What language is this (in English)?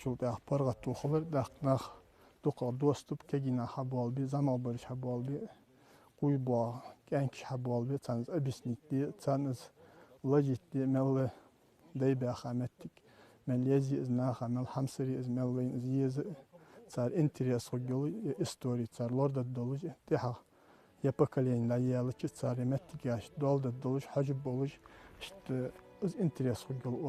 Ingush